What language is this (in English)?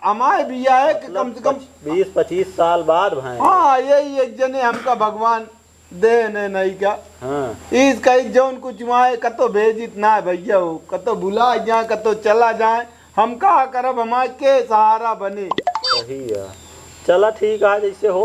Awadhi